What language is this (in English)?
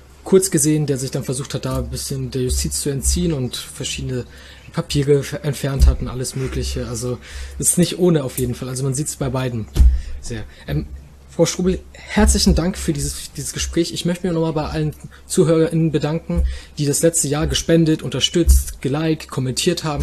German